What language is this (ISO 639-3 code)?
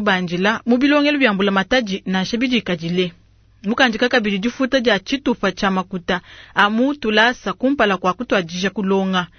lua